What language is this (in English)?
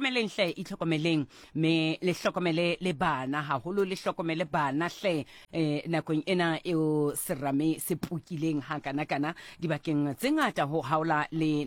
Southern Sotho